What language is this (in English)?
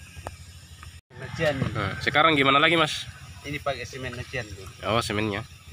Indonesian